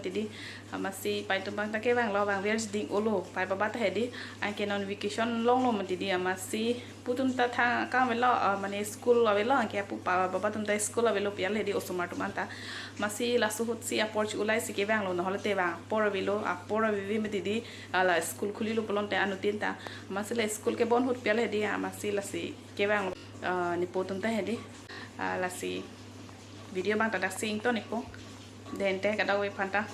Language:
Karbi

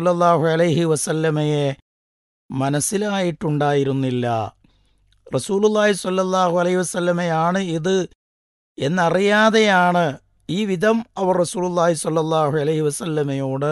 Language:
Malayalam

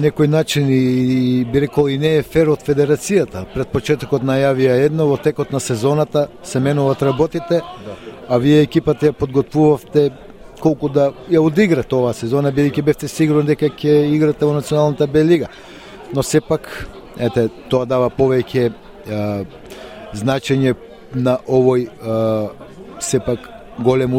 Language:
Macedonian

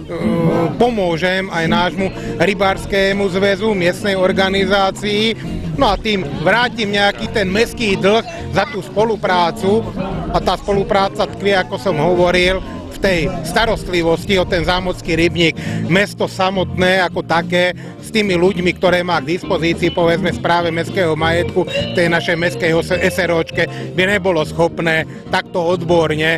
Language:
Slovak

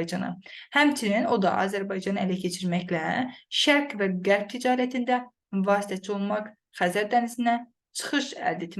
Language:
Azerbaijani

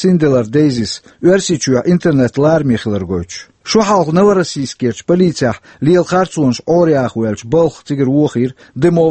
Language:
Chechen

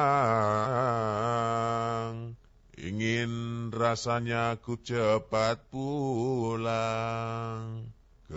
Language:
Javanese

